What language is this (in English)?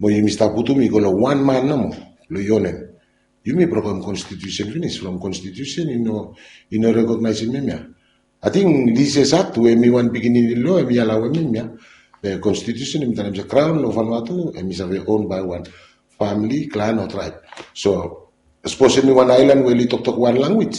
Bislama